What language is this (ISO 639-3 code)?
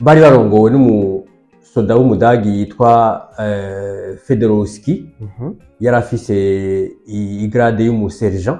run